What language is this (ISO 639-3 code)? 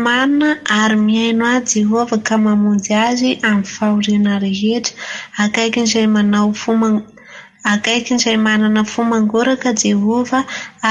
mlg